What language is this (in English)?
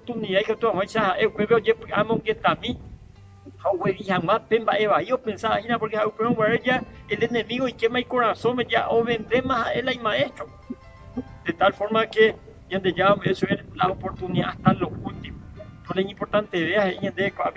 Guarani